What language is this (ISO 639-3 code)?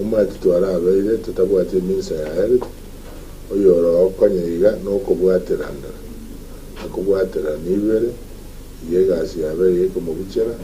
guz